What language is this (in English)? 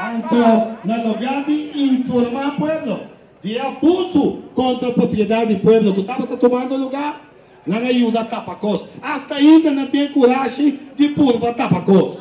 Papiamento